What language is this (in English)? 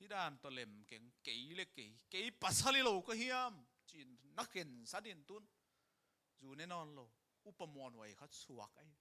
Tedim Chin